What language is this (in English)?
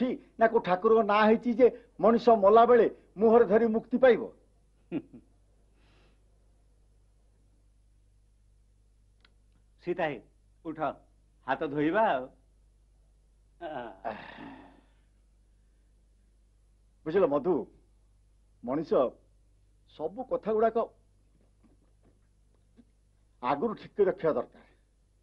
Odia